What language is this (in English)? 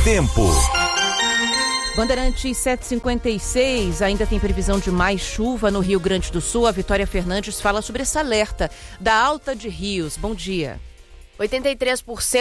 Portuguese